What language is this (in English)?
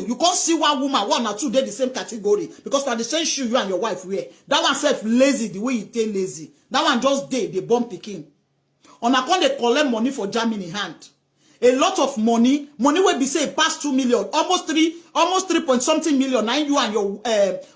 Nigerian Pidgin